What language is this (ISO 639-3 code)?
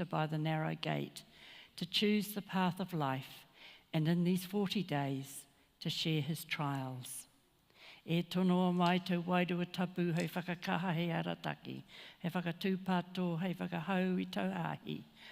mri